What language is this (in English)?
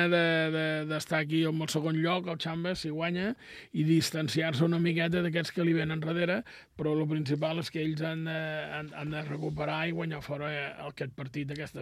Catalan